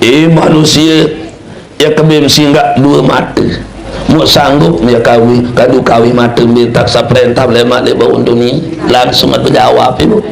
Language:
Sasak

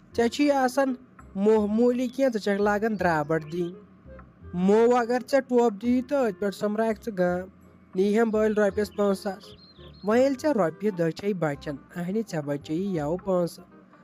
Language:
Kashmiri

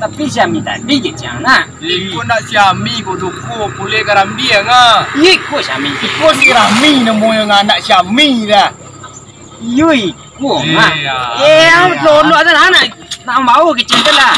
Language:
Minangkabau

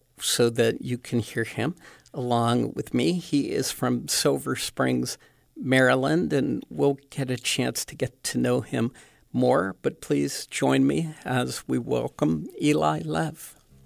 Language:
English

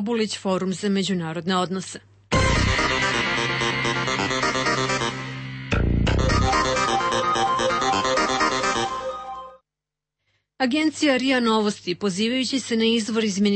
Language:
Serbian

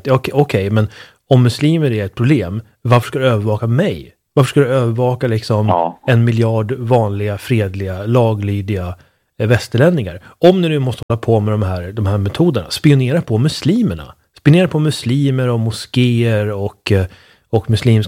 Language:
Swedish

